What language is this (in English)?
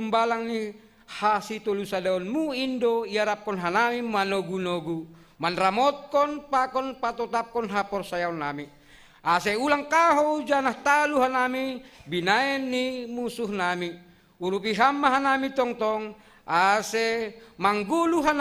Batak Simalungun